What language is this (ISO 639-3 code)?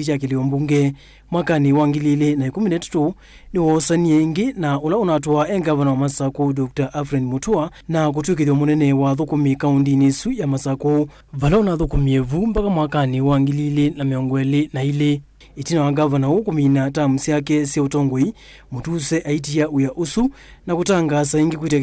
kam